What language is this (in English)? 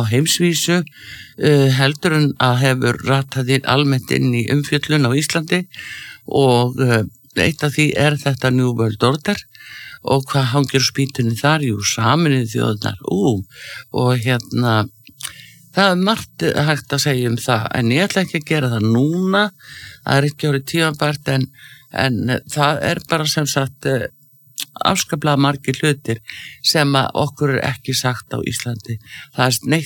Icelandic